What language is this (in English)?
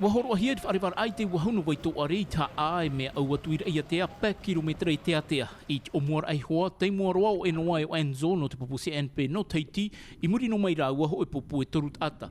Tahitian